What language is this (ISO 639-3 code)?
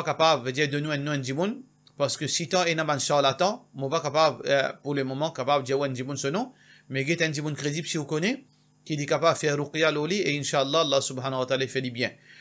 mfe